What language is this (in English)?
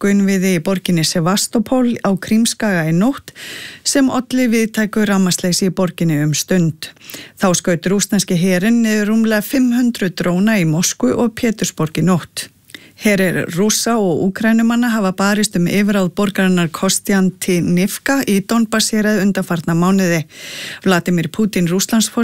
Icelandic